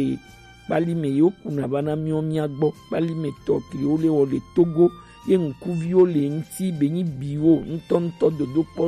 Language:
Gen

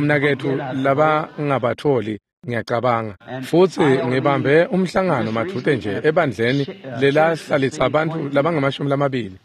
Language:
Swati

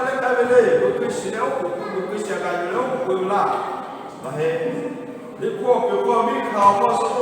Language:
Lahu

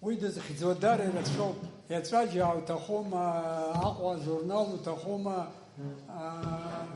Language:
Abkhazian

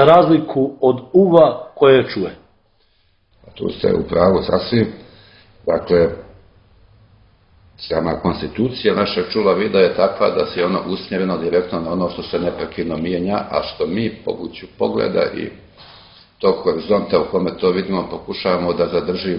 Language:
Serbian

